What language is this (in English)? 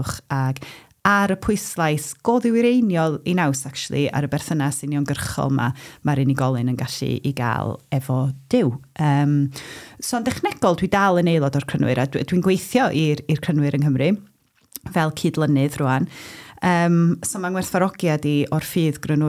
Welsh